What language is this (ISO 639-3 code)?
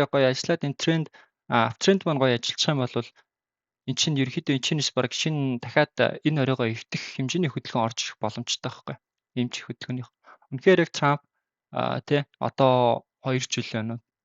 mon